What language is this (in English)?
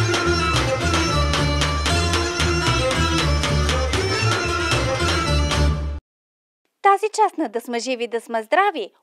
Bulgarian